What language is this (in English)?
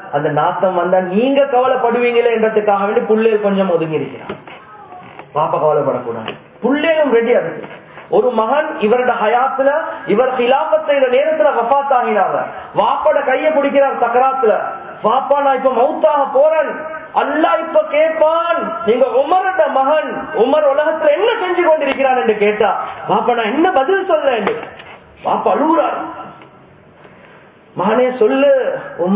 Tamil